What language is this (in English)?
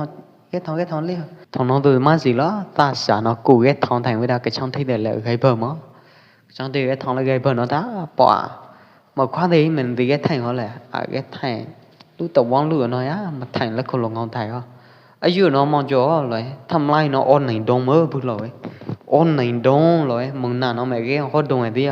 Pwo Eastern Karen